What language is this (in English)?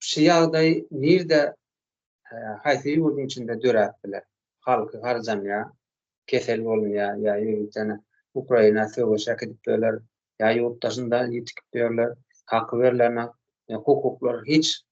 Turkmen